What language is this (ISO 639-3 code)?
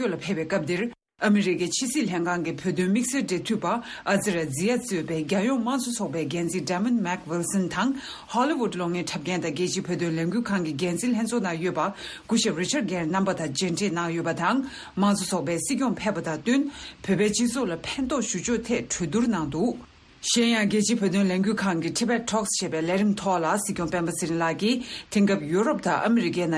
bod